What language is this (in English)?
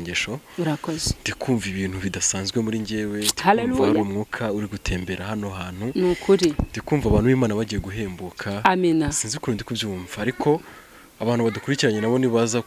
Kinyarwanda